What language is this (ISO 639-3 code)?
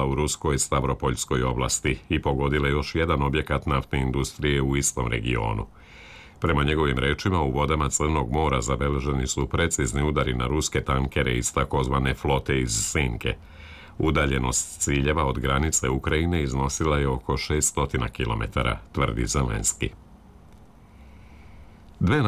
srp